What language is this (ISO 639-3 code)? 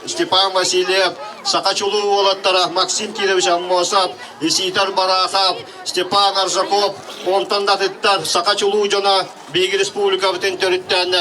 sah